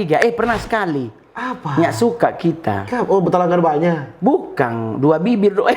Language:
Manado Malay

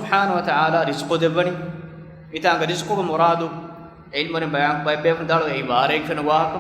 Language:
Divehi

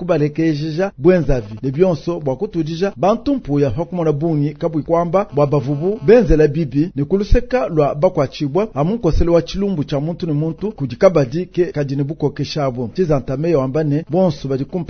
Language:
Luba-Lulua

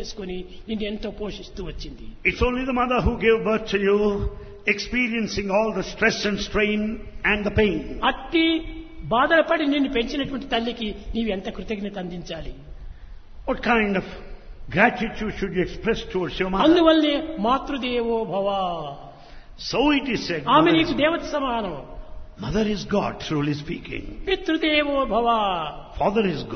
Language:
Telugu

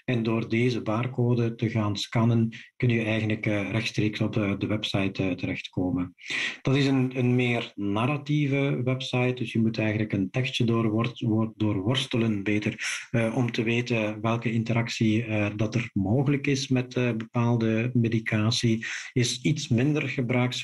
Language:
Dutch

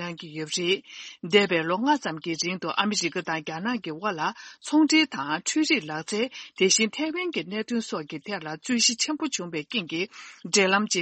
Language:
Tibetan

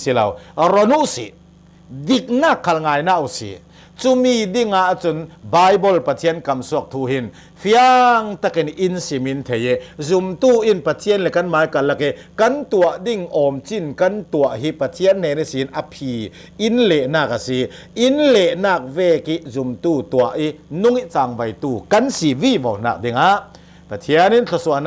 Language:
Hakha Chin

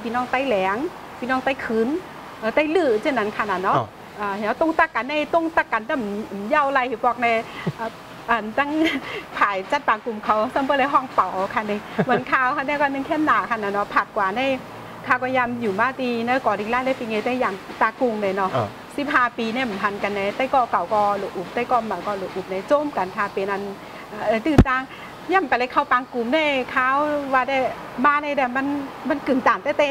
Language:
Shan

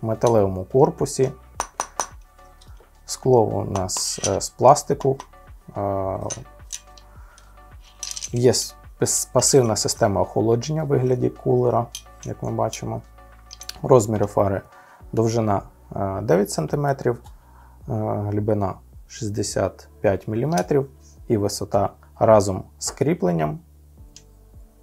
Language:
Ukrainian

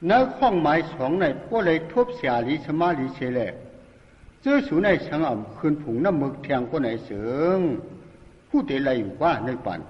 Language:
Shan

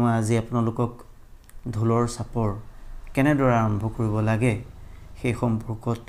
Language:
Assamese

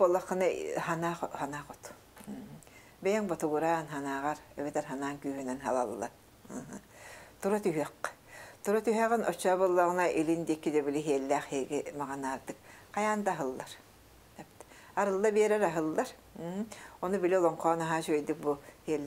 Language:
Yakut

